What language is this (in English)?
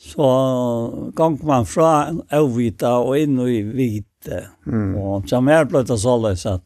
Faroese